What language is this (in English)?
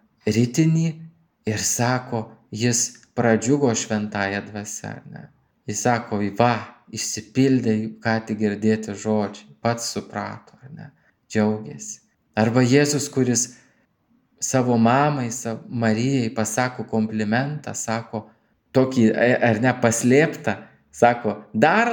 Lithuanian